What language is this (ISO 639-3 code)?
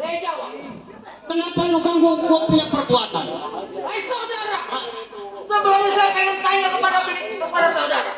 bew